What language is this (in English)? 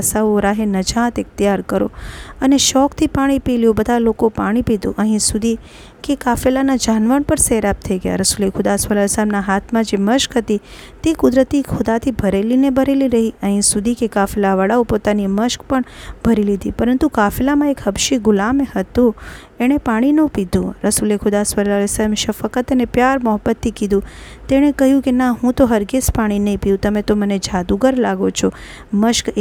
Gujarati